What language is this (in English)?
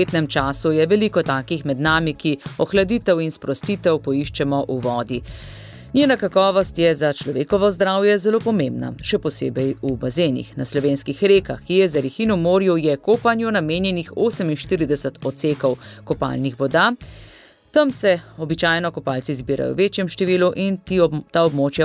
Slovenian